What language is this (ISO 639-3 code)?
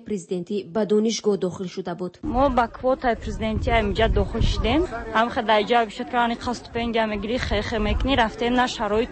tgk